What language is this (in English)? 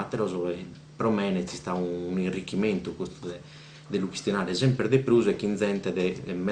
Sardinian